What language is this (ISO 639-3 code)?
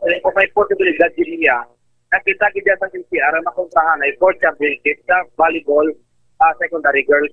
hil